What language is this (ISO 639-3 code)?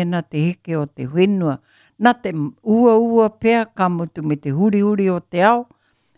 mri